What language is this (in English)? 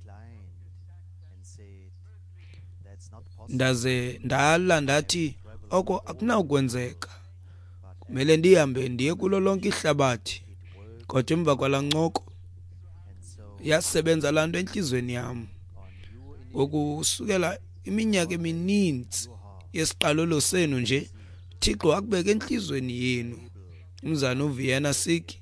Xhosa